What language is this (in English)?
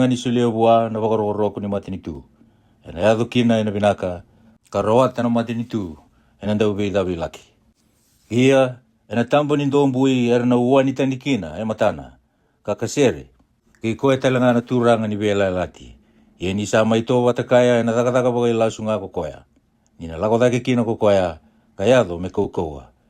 Fijian